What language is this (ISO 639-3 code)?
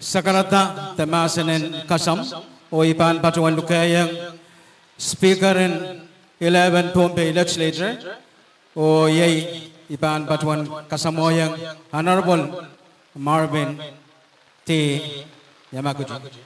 pon